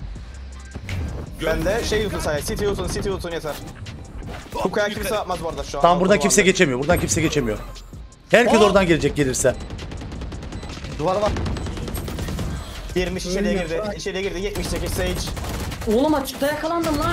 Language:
Turkish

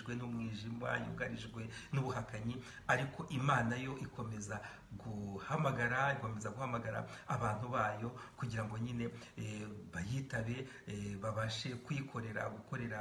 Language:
Kinyarwanda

